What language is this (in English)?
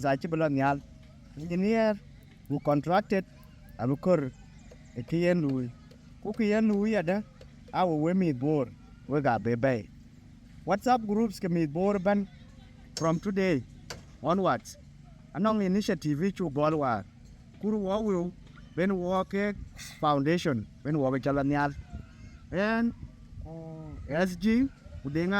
Dinka